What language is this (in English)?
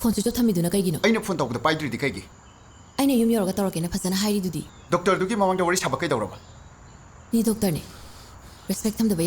Manipuri